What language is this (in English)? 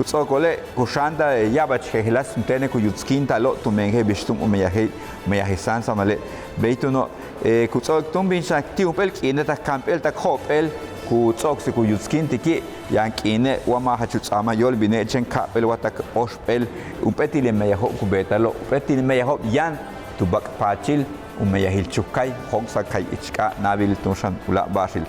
Yucateco